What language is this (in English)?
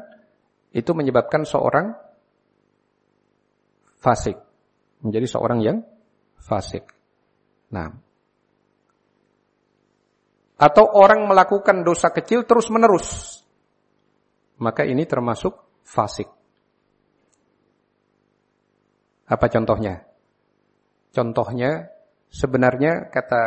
Indonesian